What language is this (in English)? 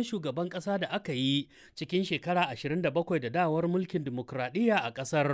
Hausa